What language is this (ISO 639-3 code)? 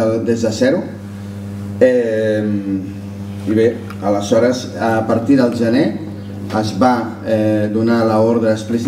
cat